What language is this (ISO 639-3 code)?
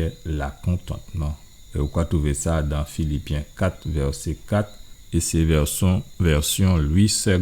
gcf